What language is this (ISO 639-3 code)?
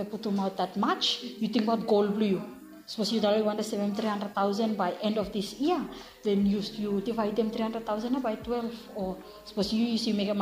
bis